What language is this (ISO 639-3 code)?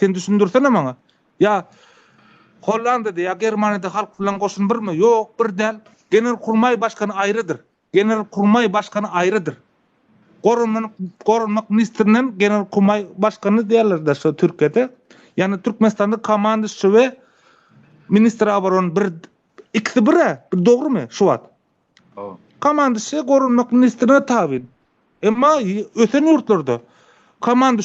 tuk